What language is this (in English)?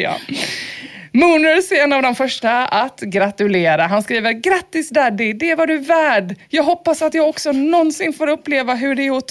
Swedish